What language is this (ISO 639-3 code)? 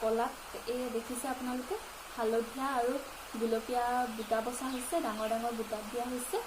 asm